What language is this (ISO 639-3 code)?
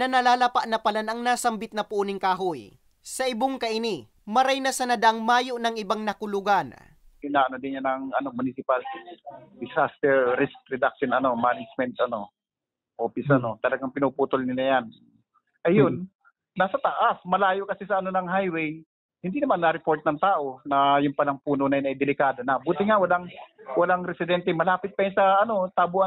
bik